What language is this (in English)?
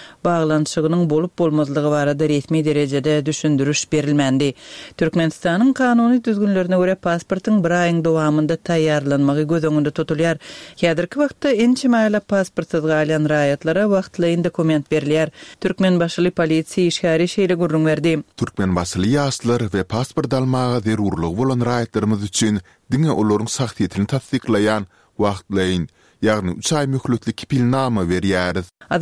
Turkmen